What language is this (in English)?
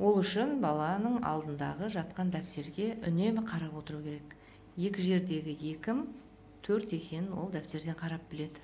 Kazakh